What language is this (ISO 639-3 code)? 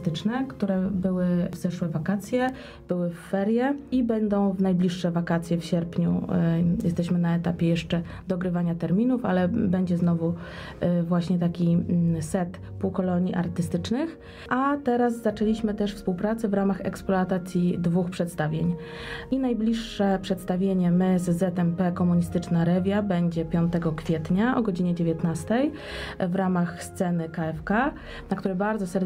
pol